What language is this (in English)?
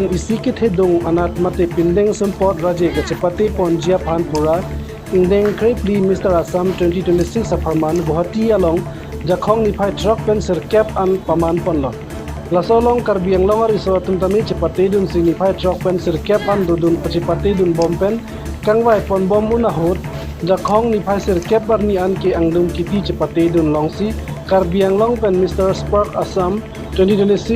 Karbi